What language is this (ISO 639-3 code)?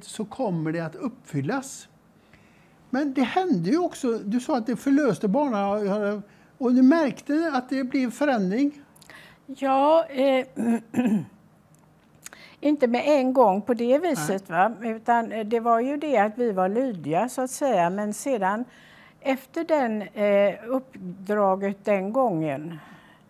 swe